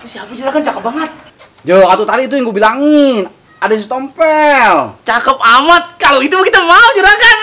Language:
Betawi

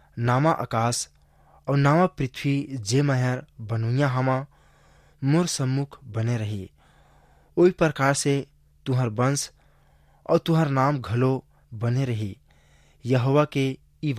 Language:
Chhattisgarhi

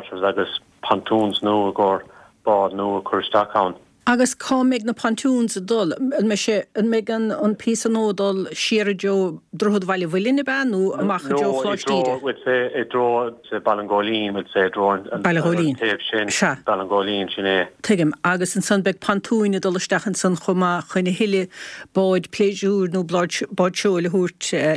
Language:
Irish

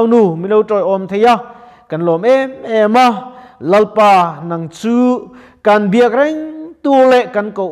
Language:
Mizo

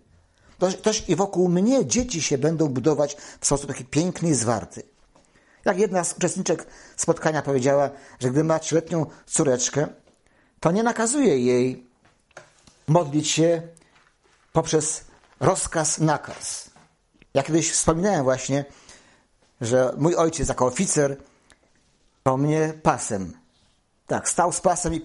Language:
Polish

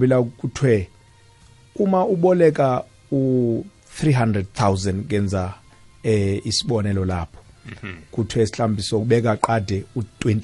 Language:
South Ndebele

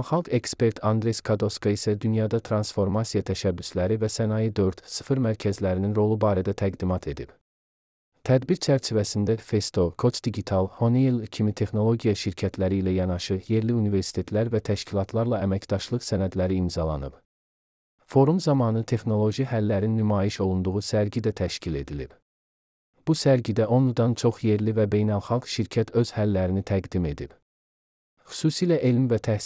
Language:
Azerbaijani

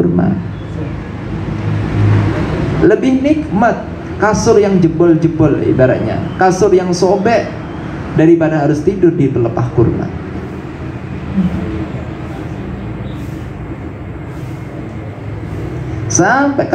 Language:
Indonesian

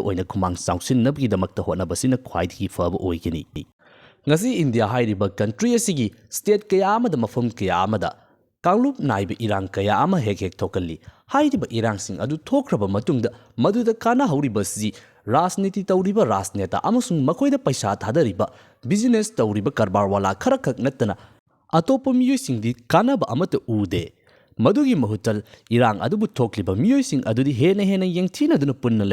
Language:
Manipuri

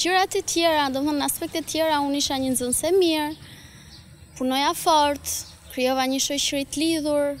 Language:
Albanian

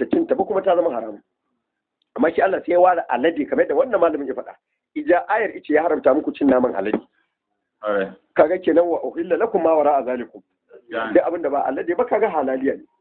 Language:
Hausa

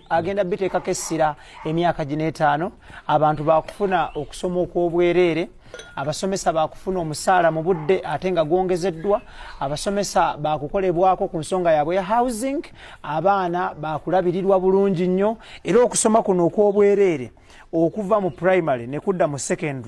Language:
Ganda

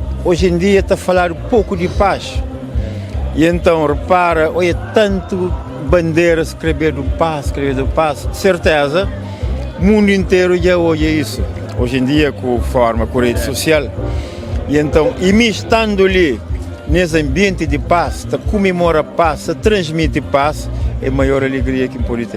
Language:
Kabuverdianu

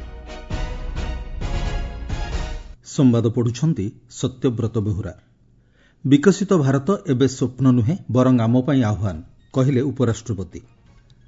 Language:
Odia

